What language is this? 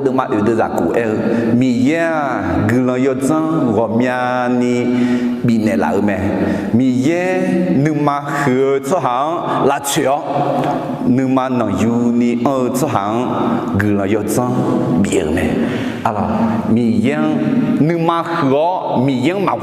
Akha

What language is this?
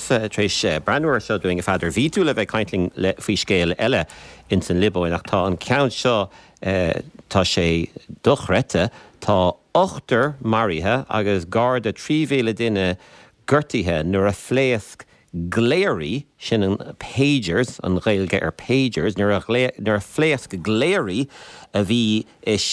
Irish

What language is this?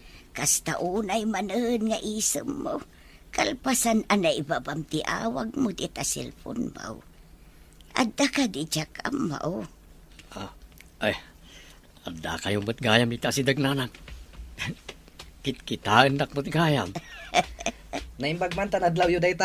Iloko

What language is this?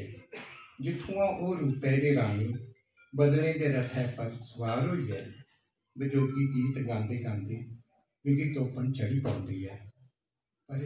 Dogri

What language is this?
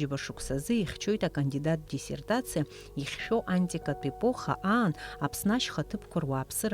Abkhazian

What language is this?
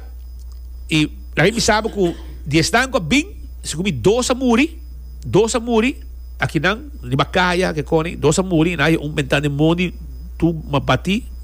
Papiamento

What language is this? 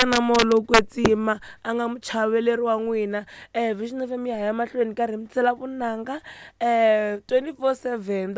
Tsonga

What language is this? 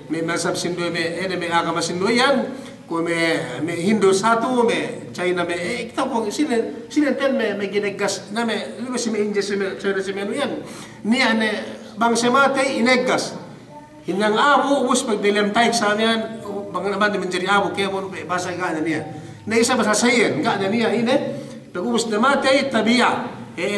Yakan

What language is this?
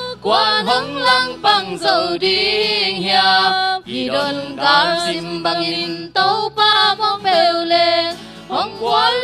Tedim Chin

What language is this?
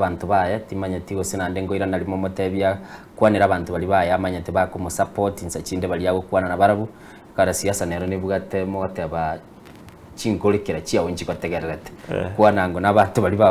Gusii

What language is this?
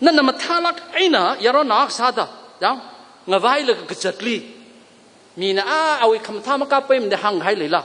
Tangkhul Naga (India)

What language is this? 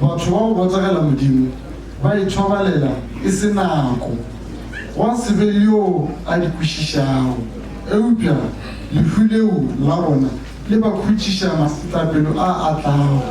Northern Sotho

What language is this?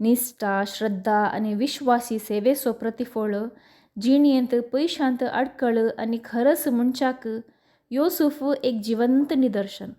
Konkani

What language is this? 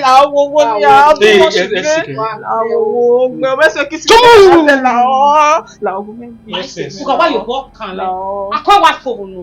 Bini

